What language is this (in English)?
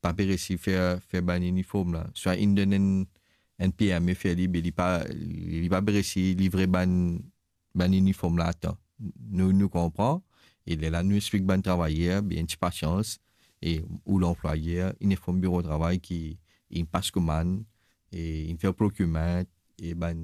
Morisyen